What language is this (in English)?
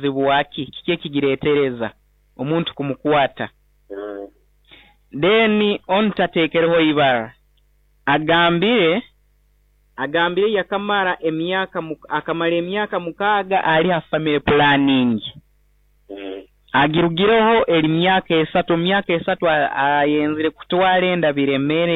Nyoro